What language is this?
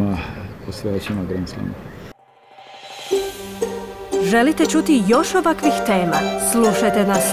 Croatian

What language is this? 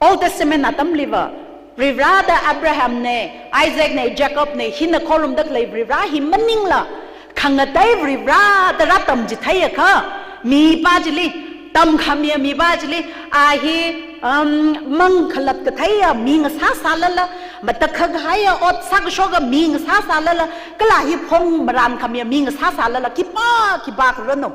Tangkhul Naga (India)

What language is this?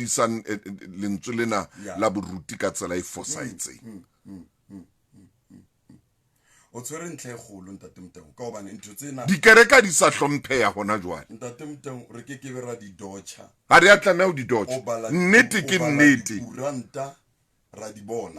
Southern Sotho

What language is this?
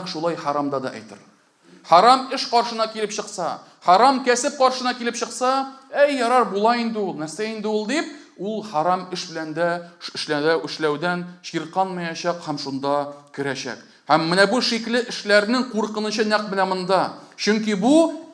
Tatar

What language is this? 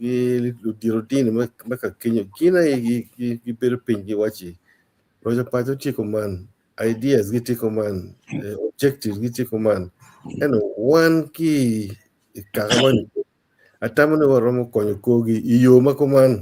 Acoli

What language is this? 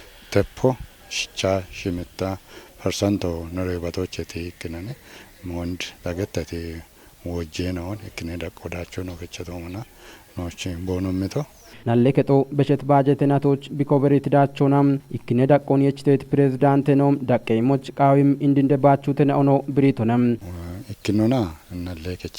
Kafa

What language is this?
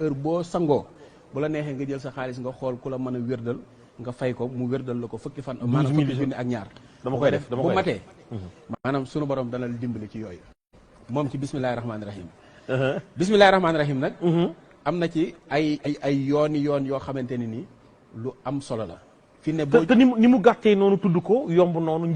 Wolof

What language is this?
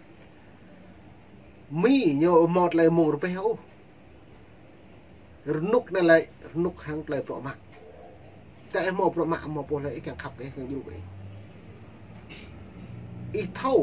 Vietnamese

